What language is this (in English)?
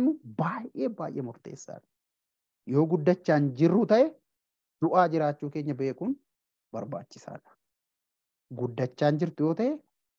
Oromo